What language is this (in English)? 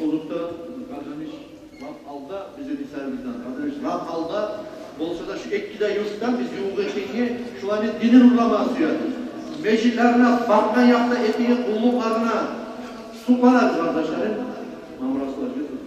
Kumyk